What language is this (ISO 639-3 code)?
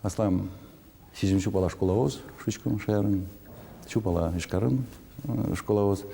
udm